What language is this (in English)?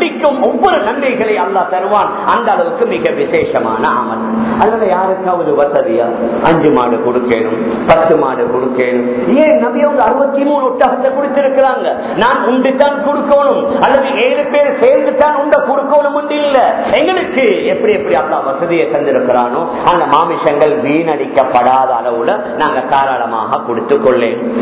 Tamil